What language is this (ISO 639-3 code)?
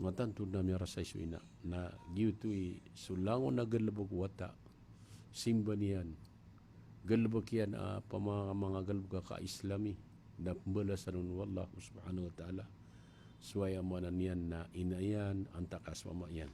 mrw